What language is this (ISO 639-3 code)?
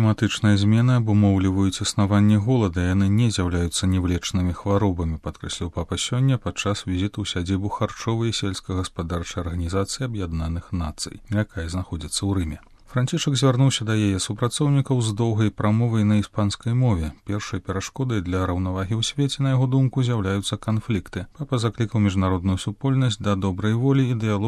bel